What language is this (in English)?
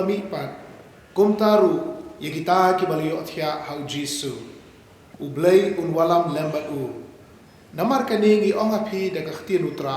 Khasi